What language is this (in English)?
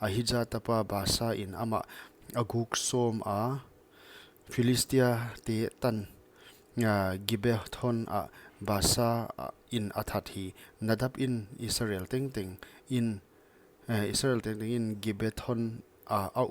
Paite Chin